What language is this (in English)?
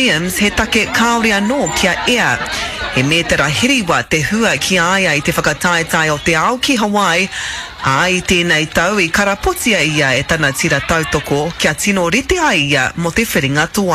Māori